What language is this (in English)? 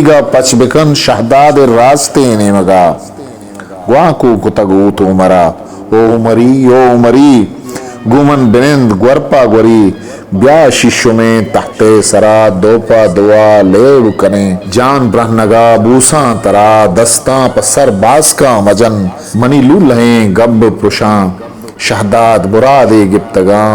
Eastern Balochi